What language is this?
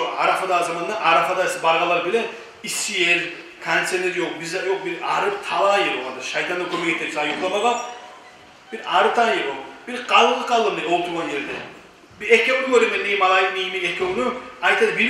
Kumyk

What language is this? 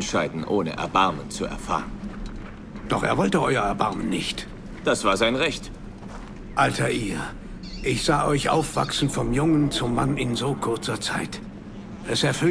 Bavarian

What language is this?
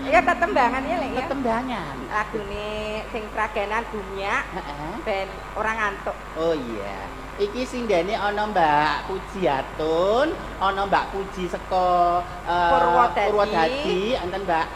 Javanese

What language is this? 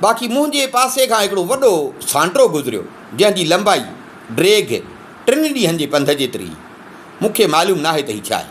Sindhi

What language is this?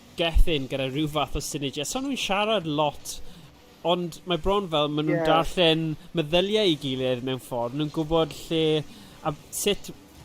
Welsh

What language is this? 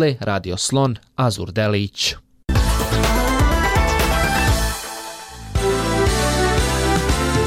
Bosnian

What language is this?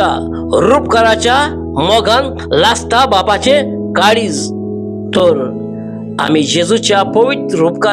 Konkani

